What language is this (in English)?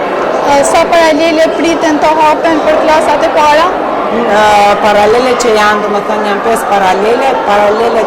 Albanian